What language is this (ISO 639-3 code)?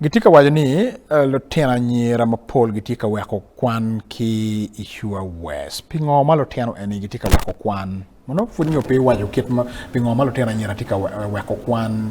ach